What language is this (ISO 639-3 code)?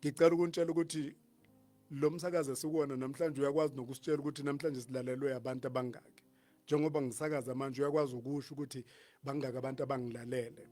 zul